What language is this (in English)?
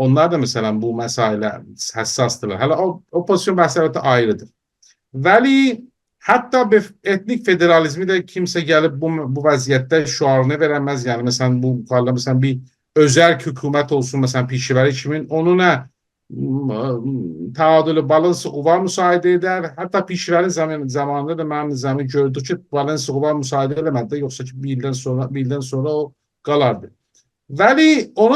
South Azerbaijani